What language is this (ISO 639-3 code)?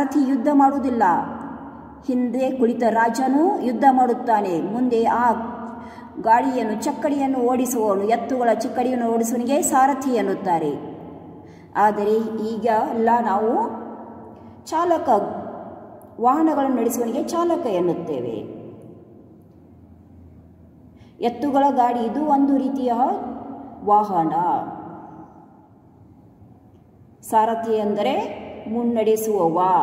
kan